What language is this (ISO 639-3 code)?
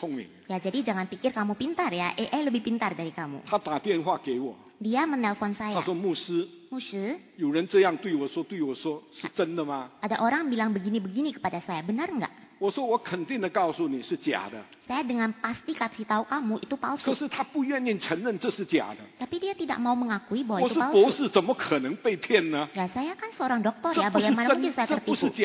ind